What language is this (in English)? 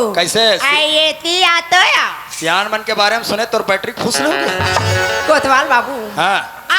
Chhattisgarhi